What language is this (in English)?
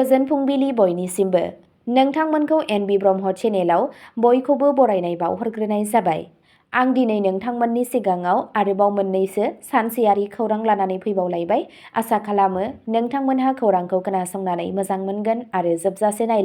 Bodo